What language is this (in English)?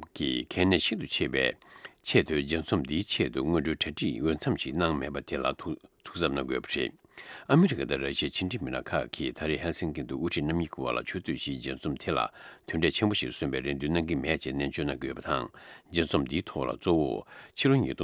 Tibetan